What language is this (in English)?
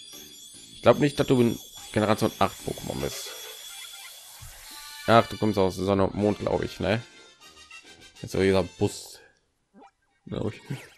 German